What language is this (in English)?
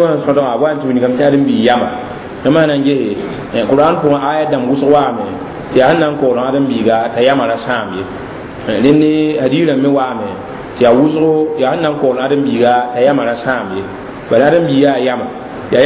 Mossi